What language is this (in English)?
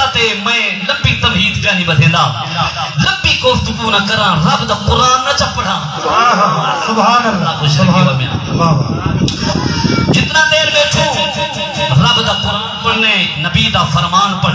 Saraiki